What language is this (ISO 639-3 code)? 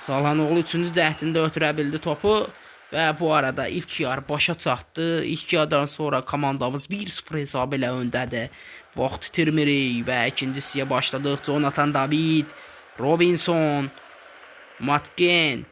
aze